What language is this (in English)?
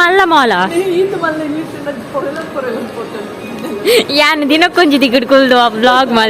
Tulu